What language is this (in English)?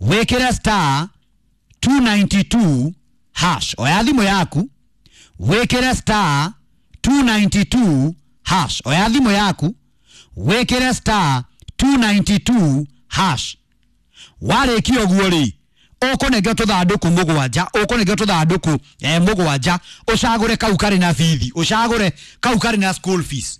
Kikuyu